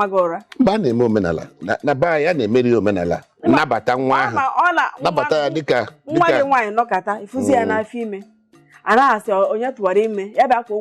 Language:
Igbo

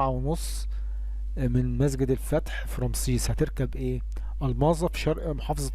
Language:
Egyptian Arabic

